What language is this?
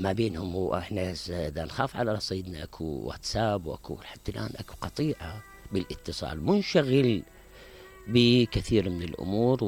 Mesopotamian Arabic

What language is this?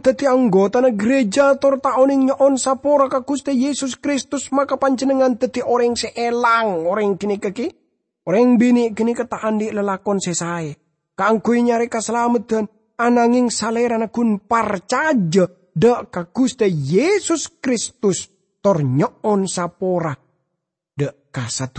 Madurese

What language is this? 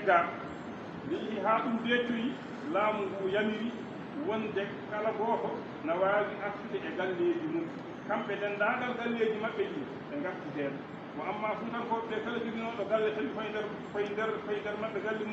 Fula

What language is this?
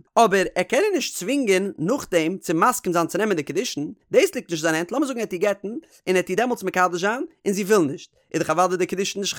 Yiddish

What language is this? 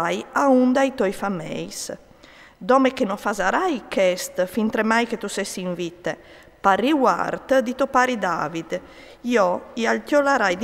Friulian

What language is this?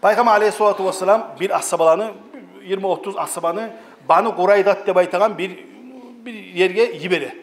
Kumyk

